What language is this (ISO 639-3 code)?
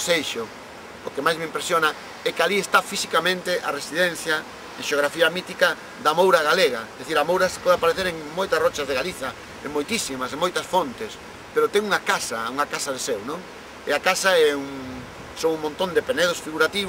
glg